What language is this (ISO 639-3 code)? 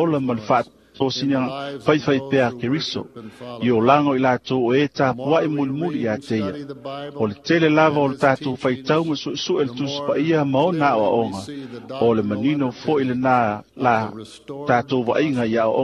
smo